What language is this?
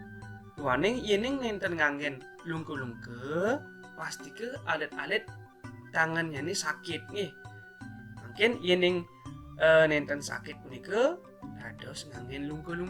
Balinese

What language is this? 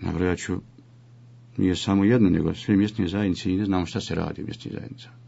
Bosnian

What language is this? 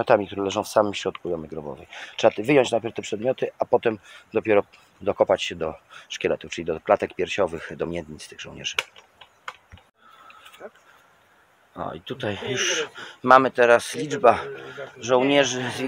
Polish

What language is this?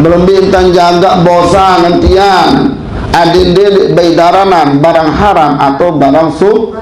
Sasak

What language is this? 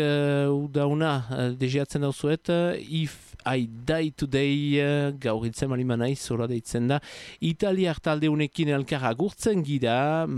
Basque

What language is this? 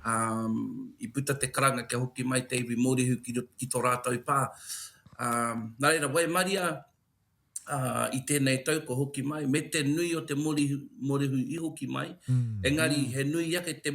Māori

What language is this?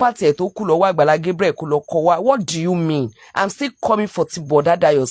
Yoruba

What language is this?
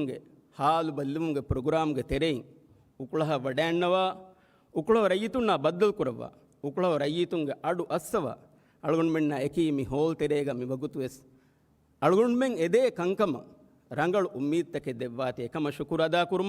Divehi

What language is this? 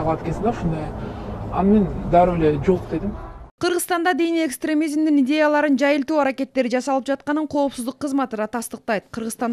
Kyrgyz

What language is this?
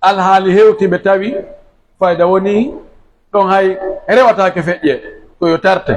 Pular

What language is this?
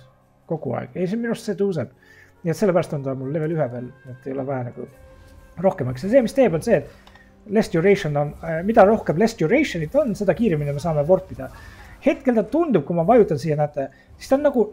Estonian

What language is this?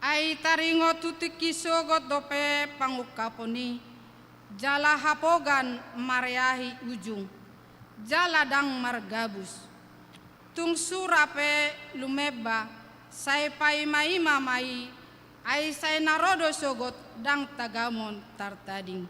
Batak Toba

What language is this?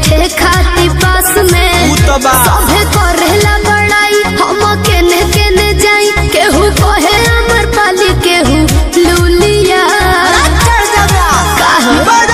Bhojpuri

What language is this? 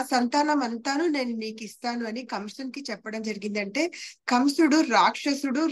Telugu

